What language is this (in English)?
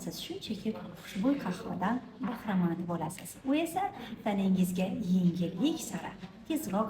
Uzbek